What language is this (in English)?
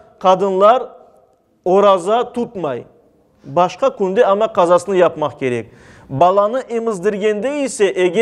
Crimean Tatar